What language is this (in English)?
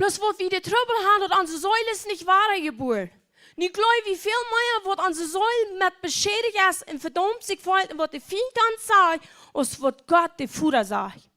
Plautdietsch